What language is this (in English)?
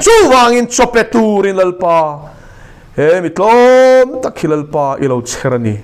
Mizo